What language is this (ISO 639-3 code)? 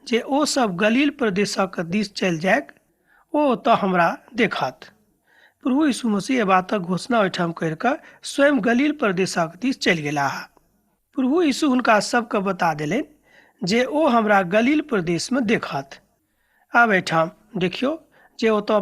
mai